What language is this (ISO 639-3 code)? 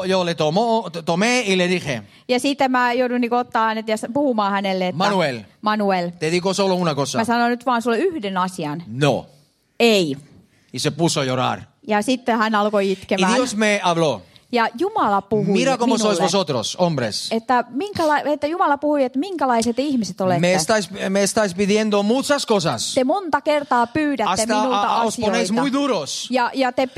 fin